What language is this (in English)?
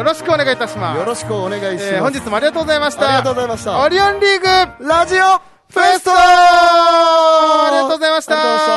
Japanese